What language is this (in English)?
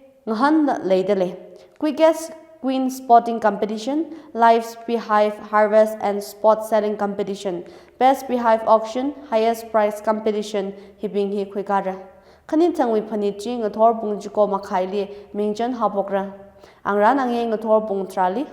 Tangkhul Naga (India)